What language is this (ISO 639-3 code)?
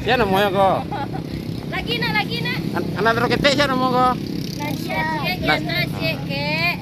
min